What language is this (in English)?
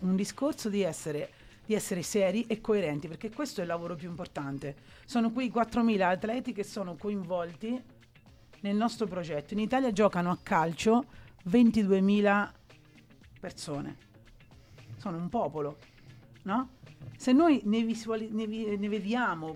Italian